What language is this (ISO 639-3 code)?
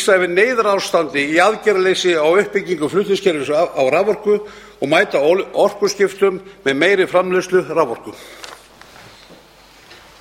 isl